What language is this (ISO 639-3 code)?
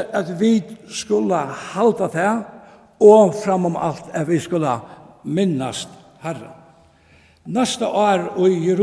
fao